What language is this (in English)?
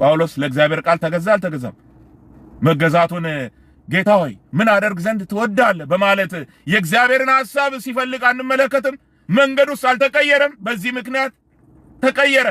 Amharic